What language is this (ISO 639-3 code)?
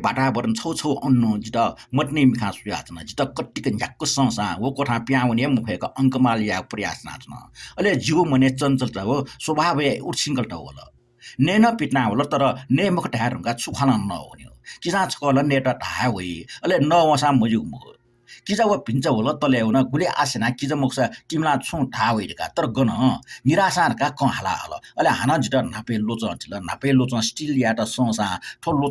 new